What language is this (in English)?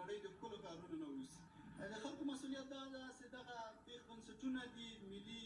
Pashto